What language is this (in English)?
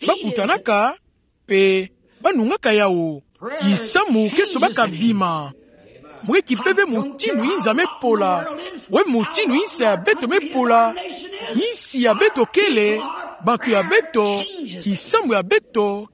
Kituba (Democratic Republic of Congo)